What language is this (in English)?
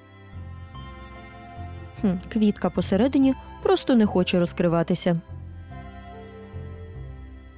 Ukrainian